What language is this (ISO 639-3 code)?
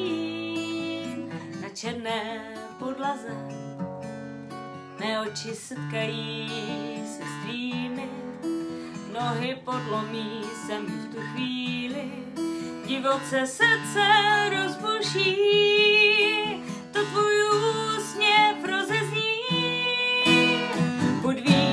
ces